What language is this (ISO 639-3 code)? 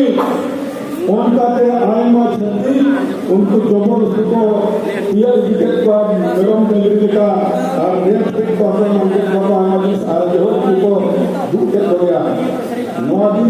sat